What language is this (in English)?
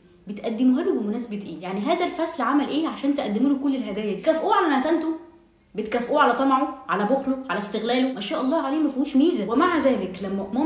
Egyptian Arabic